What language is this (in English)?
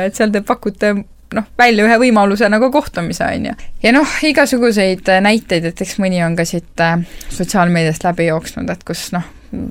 Estonian